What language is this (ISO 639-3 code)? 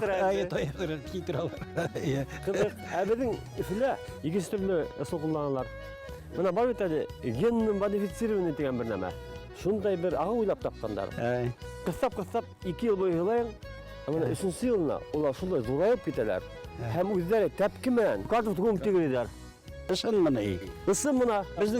bak